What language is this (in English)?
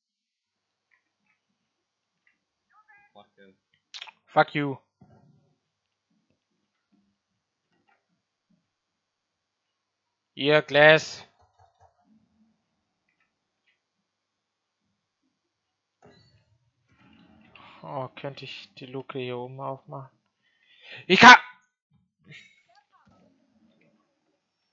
German